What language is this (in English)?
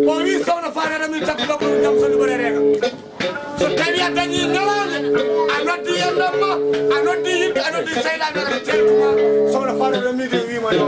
Fula